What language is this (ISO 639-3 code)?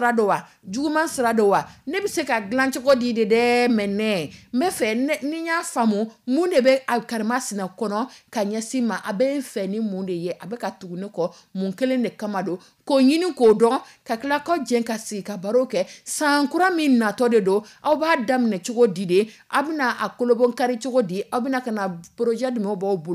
dyu